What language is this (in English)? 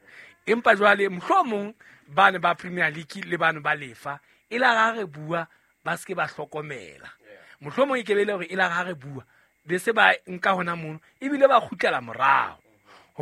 Southern Sotho